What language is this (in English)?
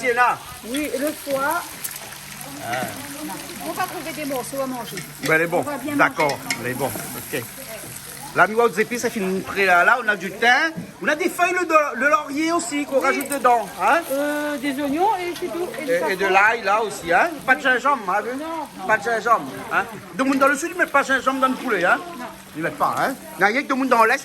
Réunion Creole French